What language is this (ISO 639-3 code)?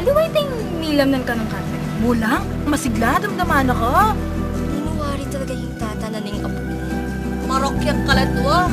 pam